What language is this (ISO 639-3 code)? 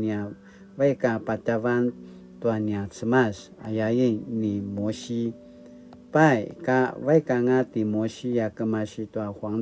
pwn